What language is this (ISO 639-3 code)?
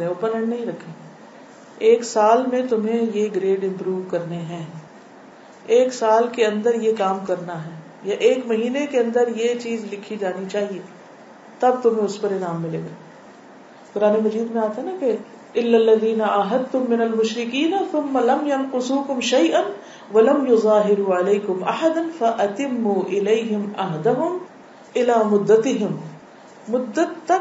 urd